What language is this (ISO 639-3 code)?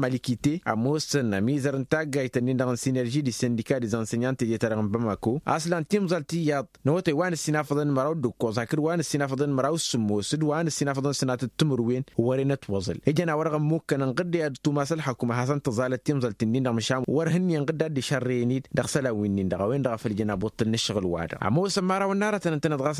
taq